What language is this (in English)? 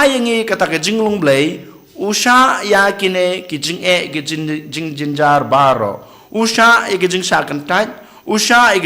Khasi